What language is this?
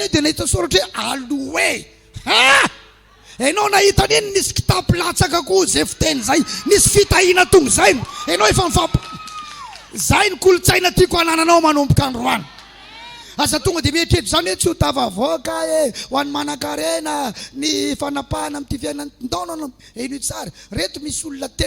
Malagasy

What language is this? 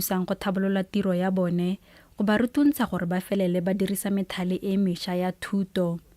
Tswana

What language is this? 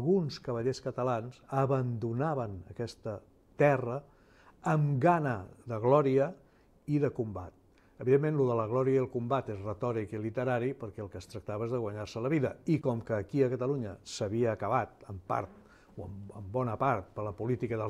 Catalan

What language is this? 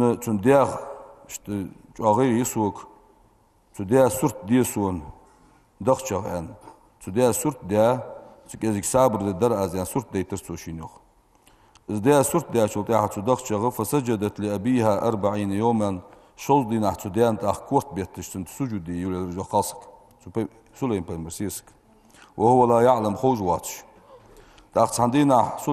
Ingush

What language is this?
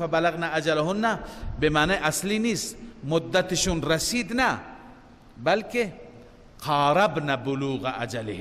Persian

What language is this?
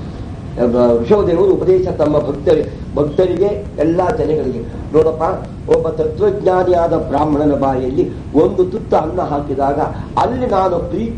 Kannada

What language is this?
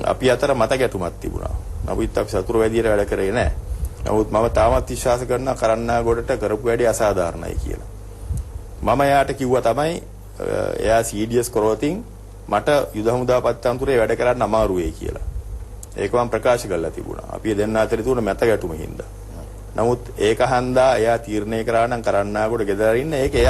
Sinhala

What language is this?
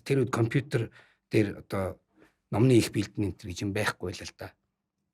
Mongolian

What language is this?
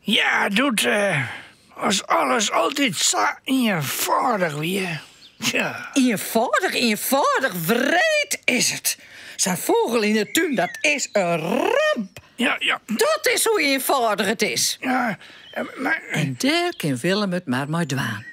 Western Frisian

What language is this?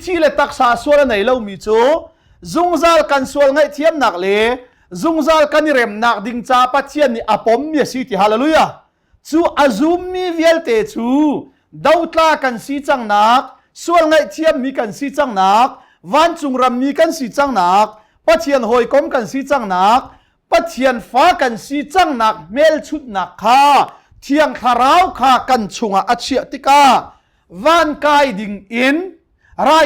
Hakha Chin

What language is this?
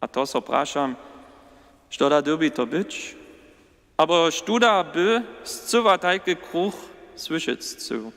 Upper Sorbian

